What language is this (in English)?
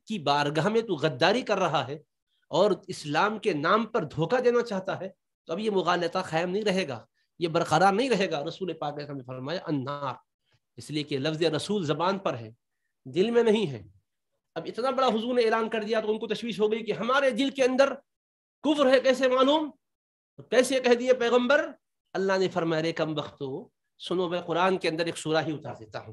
Urdu